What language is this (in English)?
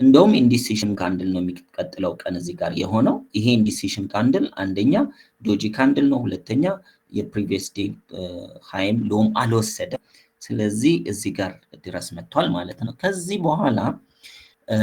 Amharic